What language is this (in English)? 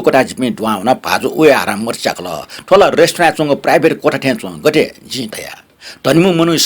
Newari